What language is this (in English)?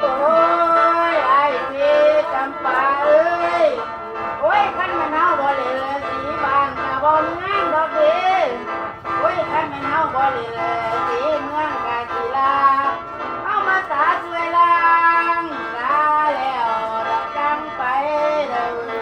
Northeastern Thai